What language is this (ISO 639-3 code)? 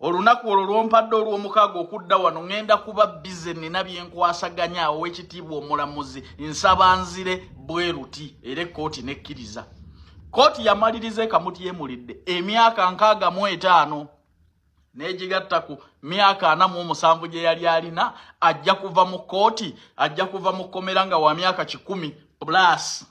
lug